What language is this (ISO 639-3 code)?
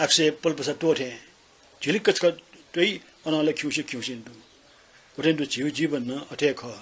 new